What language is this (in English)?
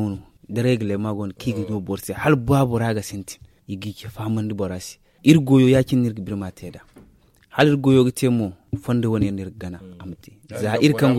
Zarma